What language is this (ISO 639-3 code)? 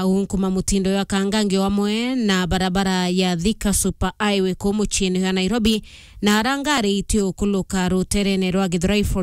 mer